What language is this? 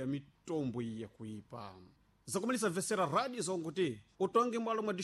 Sena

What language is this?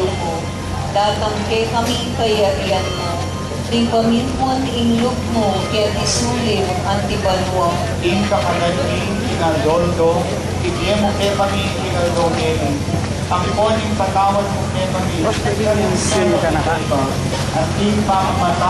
Pampanga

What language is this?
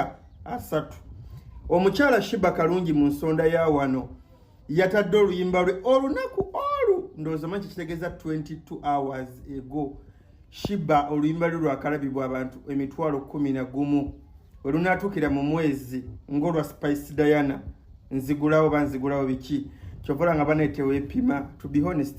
Ganda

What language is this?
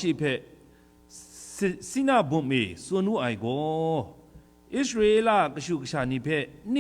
Kachin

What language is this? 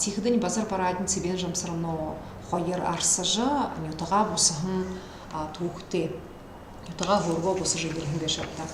Buriat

